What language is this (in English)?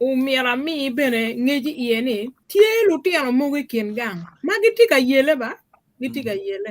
Acoli